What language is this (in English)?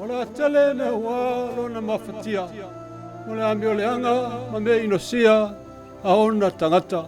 Samoan